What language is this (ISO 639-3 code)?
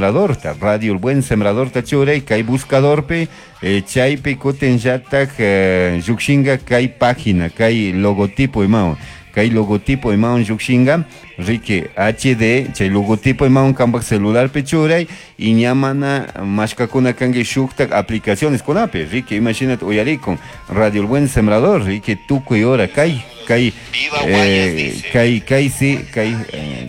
qug